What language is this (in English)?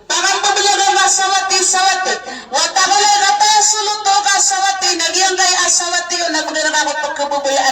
Maranao